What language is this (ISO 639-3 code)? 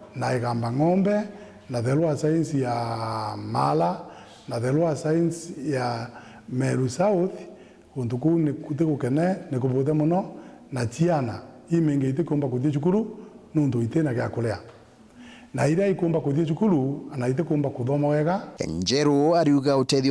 mer